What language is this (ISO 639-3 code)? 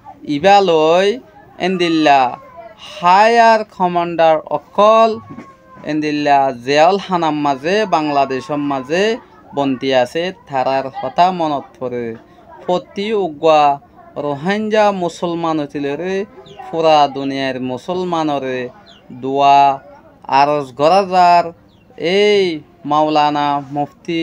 rhg